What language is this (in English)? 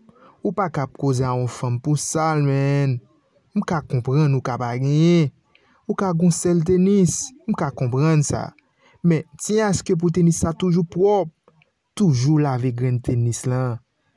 Haitian Creole